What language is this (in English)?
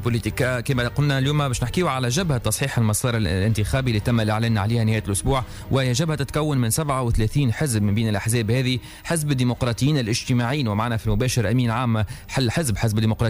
Tunisian Arabic